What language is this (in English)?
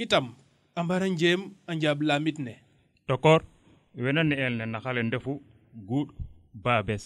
Serer